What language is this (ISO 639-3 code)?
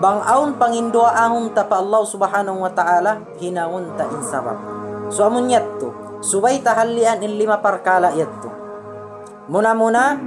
tsg